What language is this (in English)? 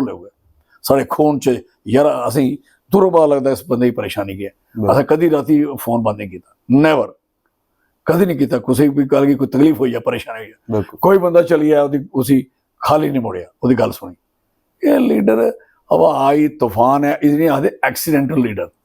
Dogri